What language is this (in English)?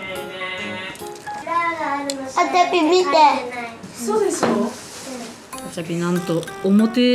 Japanese